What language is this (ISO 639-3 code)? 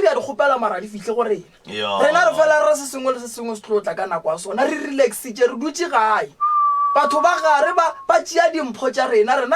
nso